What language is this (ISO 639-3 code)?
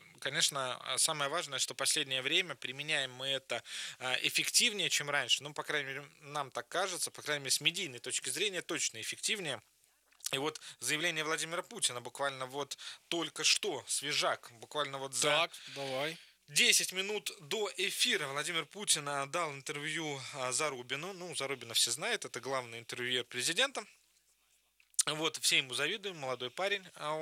rus